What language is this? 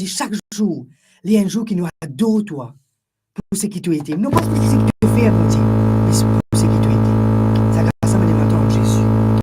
Morisyen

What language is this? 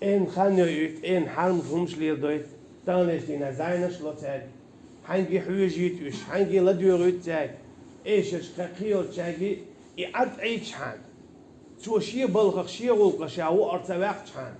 Chechen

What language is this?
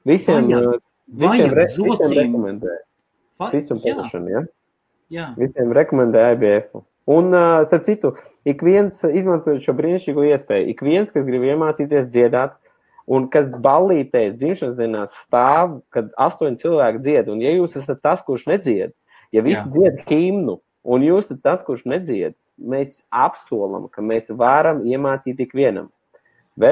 Latvian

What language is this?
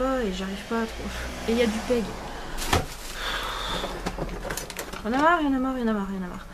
French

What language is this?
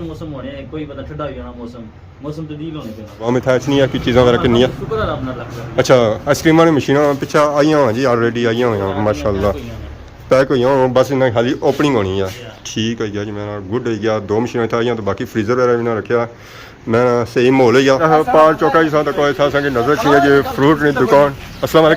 Pahari-Potwari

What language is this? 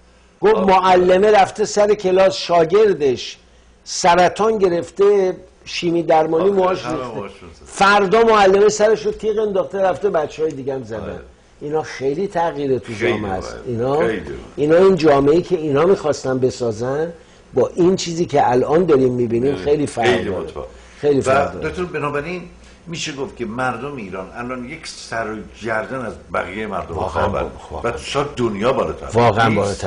Persian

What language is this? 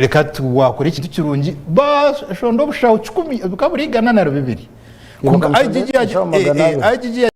Nyankole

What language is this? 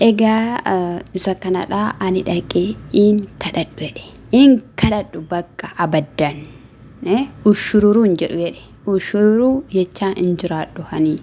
Oromo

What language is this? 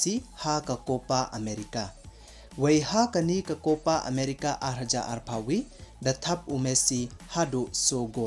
Pnar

